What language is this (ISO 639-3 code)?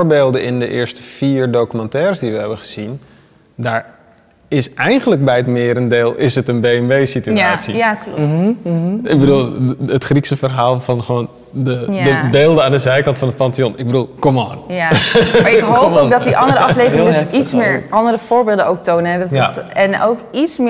nld